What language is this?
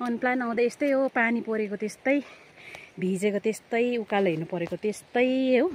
Nepali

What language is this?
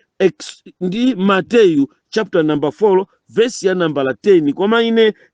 Nyanja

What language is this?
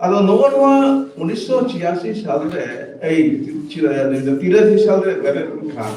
Santali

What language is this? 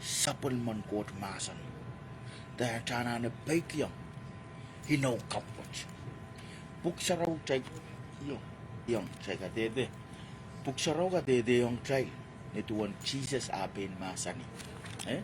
Pohnpeian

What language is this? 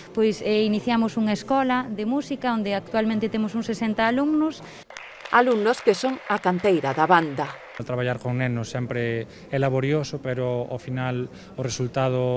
Galician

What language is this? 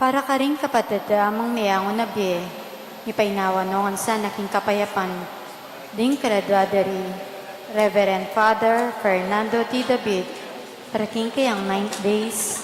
Pampanga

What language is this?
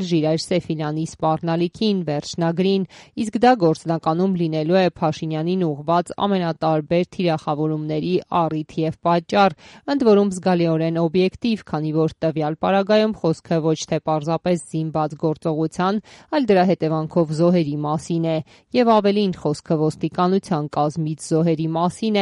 Armenian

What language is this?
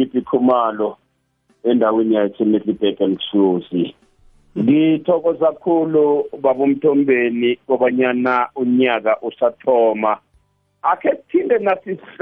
South Ndebele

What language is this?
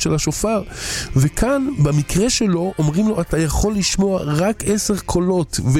Hebrew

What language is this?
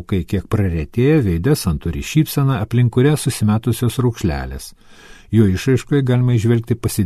Lithuanian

